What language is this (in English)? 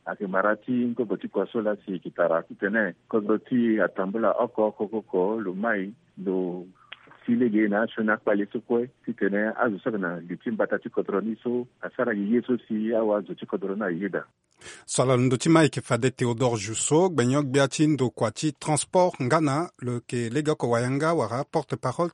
Sango